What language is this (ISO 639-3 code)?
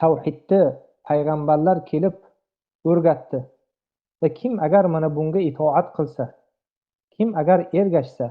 uzb